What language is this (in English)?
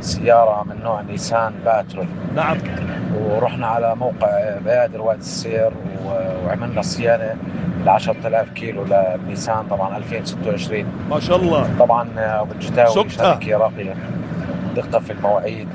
North Levantine Arabic